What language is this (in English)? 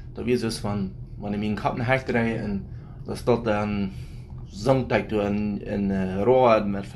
Plautdietsch